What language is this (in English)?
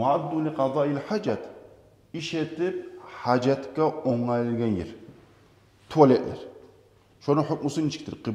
Kumyk